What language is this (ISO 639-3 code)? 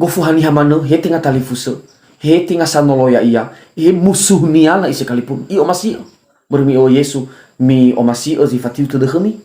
nia